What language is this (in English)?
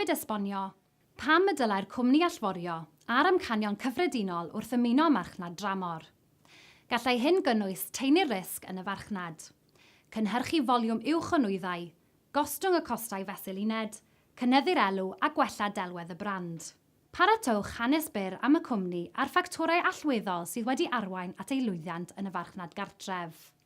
Welsh